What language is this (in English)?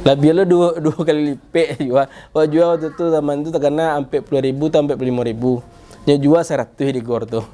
Minangkabau